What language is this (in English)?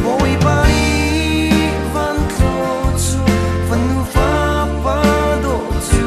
Hakha Chin